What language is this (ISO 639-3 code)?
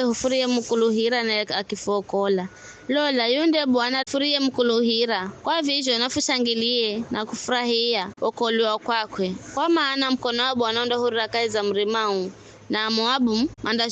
nyf